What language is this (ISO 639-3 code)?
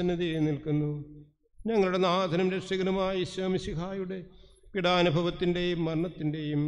mal